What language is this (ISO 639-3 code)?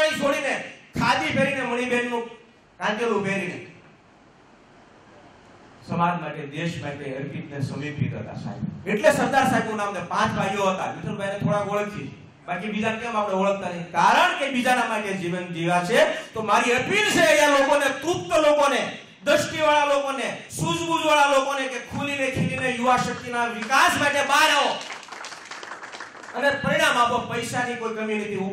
guj